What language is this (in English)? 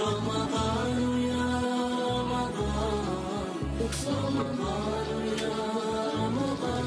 Crimean Tatar